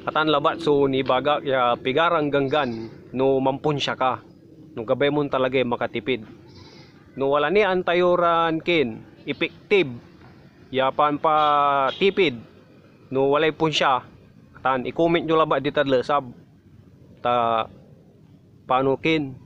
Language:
Pangasinan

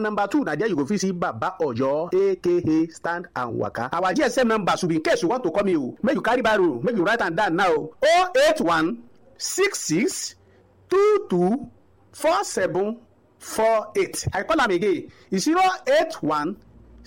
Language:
Nigerian Pidgin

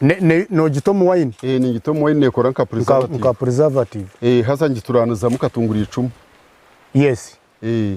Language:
Nyankole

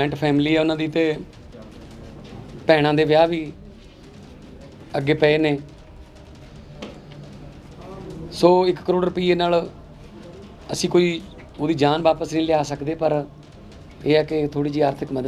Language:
Punjabi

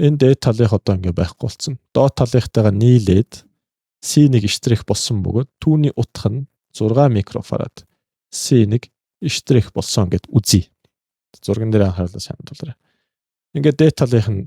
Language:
Mongolian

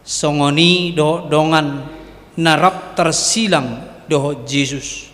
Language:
Batak Toba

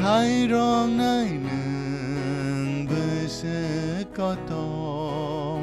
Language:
Kok Borok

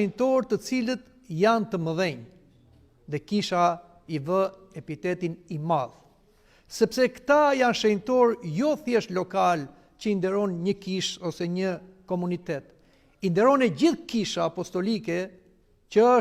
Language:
Albanian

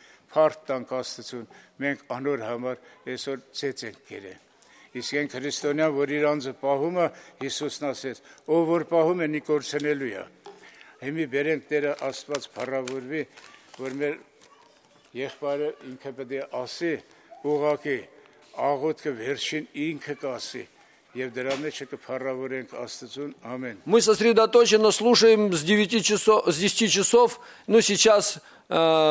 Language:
Armenian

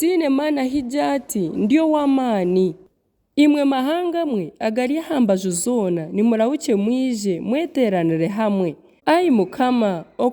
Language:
Nyankole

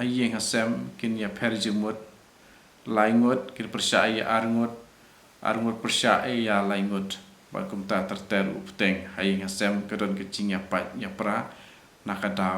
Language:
Khasi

